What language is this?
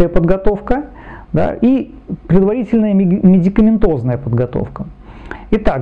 Russian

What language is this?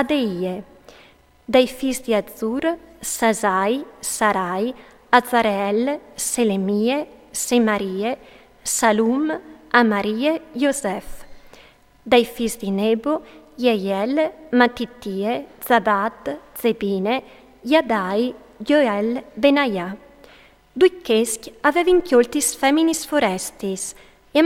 Friulian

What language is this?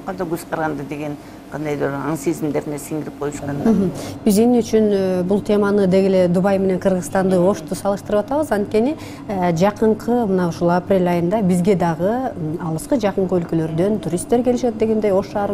Kyrgyz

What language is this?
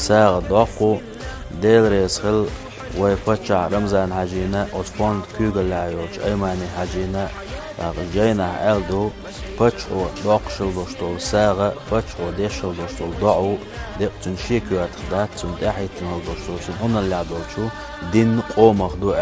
Chechen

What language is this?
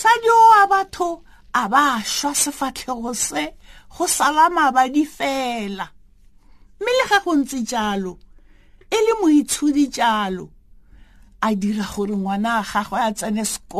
Tswana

